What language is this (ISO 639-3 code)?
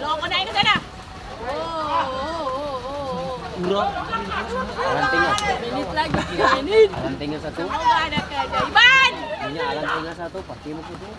abs